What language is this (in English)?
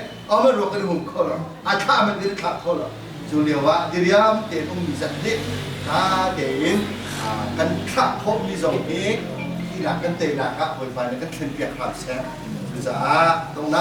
Hakha Chin